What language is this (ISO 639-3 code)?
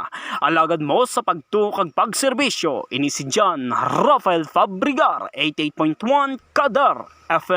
hil